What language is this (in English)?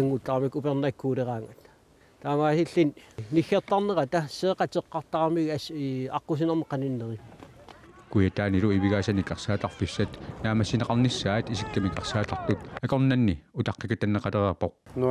Kalaallisut